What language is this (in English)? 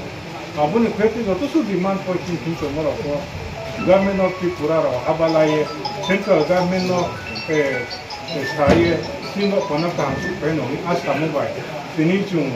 Riang (India)